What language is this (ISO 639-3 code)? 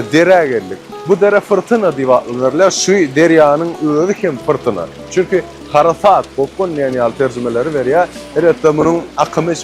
tuk